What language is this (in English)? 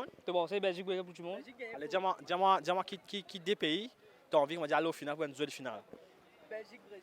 Morisyen